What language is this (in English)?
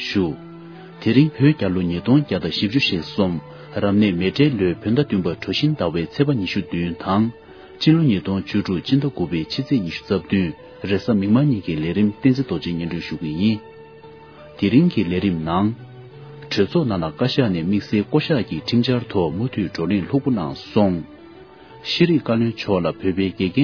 Tibetan